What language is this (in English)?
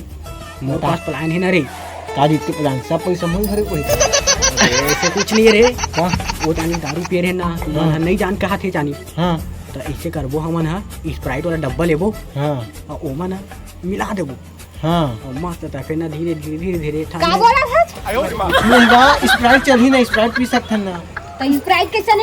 Chhattisgarhi